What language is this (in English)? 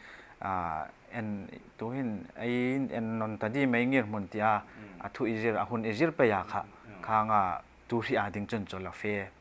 Hmar